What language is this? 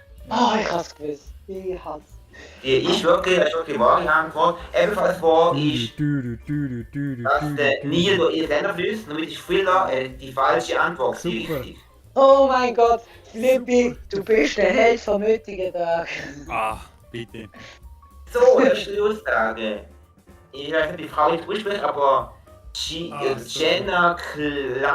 Swiss German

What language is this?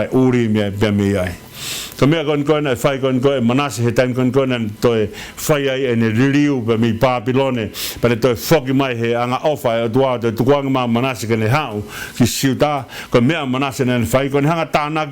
Tongan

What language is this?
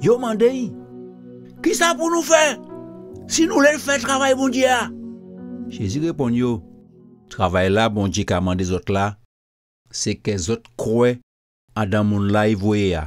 Guadeloupean Creole French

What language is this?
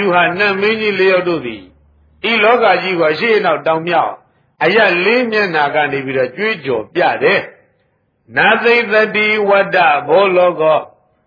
Burmese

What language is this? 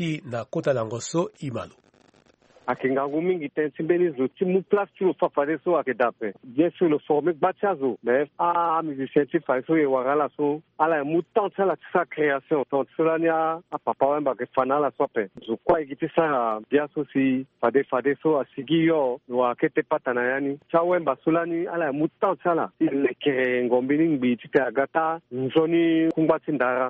Sango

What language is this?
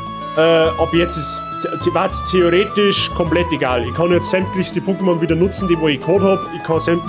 Bavarian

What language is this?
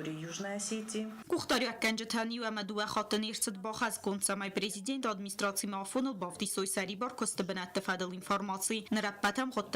Ossetic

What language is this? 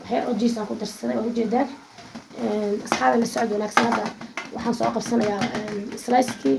Somali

